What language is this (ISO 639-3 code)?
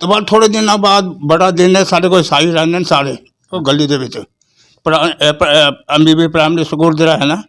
lah